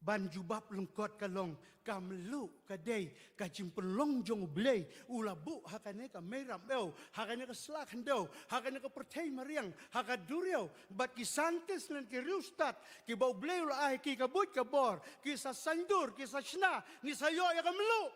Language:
Khasi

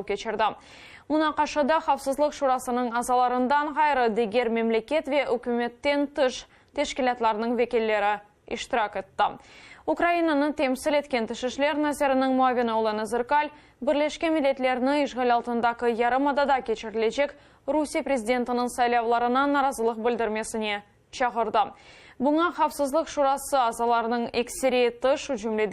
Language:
Crimean Tatar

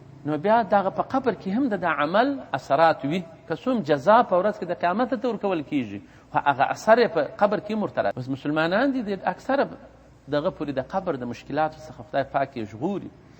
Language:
Pashto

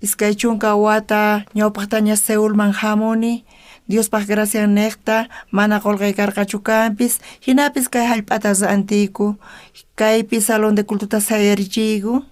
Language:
South Bolivian Quechua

